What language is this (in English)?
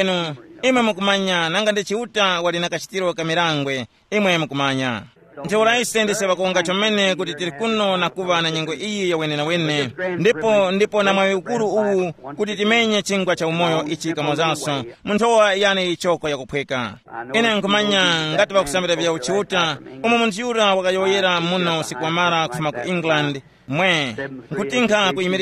Tumbuka